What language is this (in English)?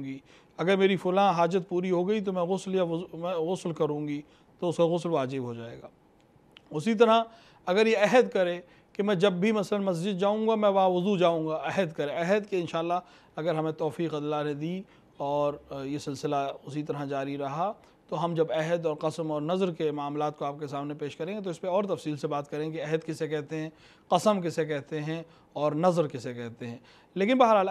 Urdu